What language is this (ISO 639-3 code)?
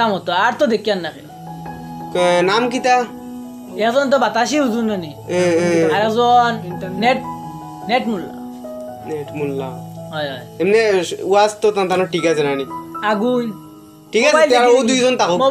syl